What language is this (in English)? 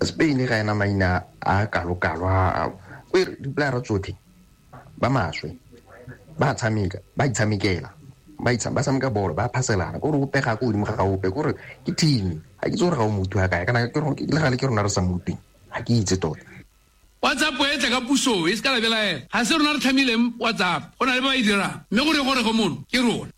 Tswana